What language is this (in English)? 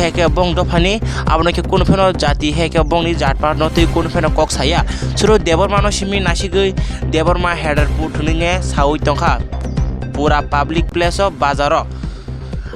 Kok Borok